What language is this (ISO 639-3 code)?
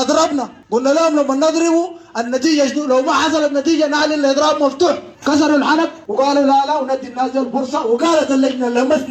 apd